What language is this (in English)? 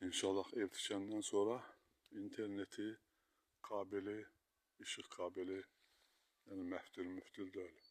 Azerbaijani